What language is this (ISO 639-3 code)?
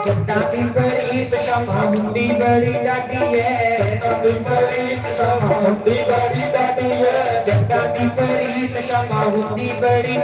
doi